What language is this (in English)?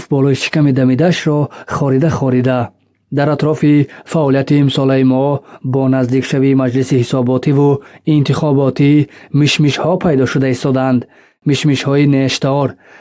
Tajik